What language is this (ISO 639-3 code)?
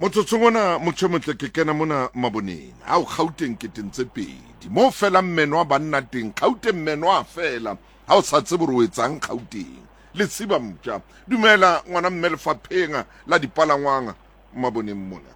sot